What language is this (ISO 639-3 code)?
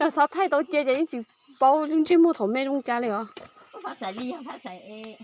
hmn